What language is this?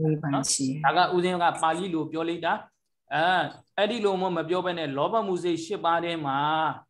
Burmese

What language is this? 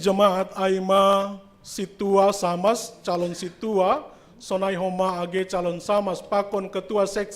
Batak Simalungun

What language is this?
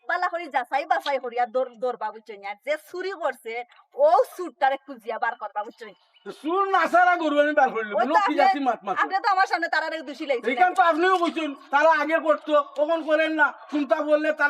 Sylheti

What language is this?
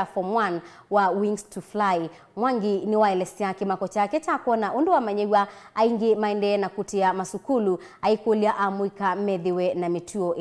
Kamba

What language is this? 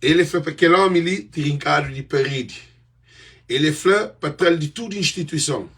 Kabuverdianu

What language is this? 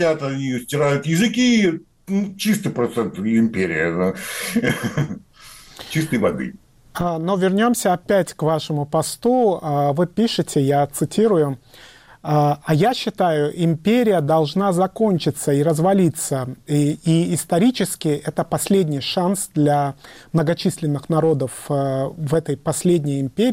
Russian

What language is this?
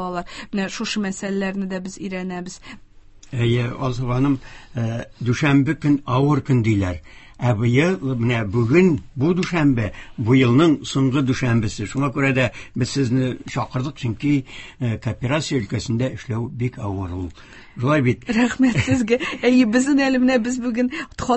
Tatar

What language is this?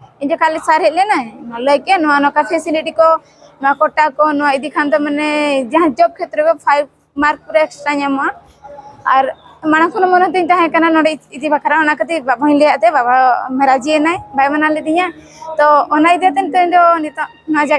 Santali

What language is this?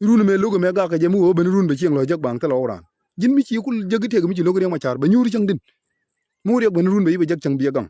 Nuer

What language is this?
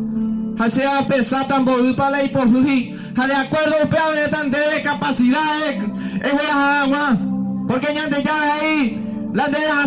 Guarani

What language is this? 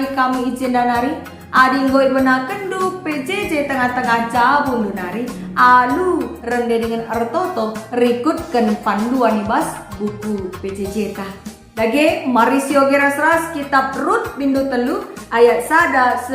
Batak Karo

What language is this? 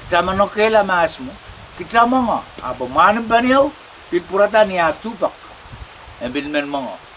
Pohnpeian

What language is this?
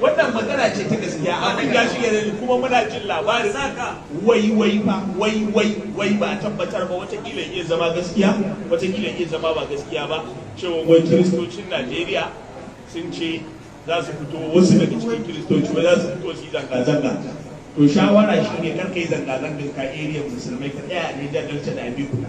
Hausa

